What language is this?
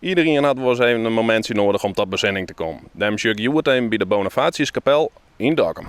Western Frisian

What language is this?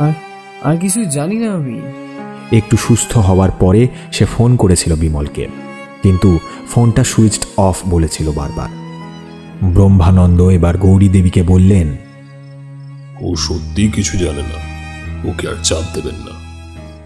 Bangla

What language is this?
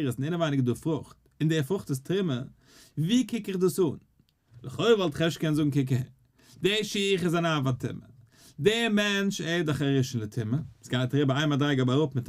Yiddish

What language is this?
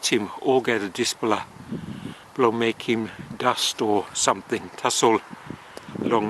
Tok Pisin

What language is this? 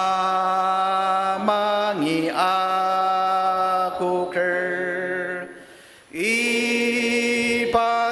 Ao Naga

